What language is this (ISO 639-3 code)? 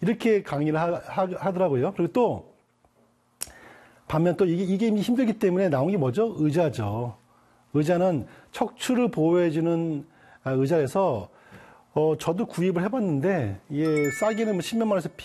kor